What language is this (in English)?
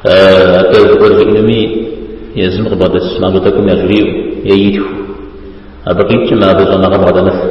Kabardian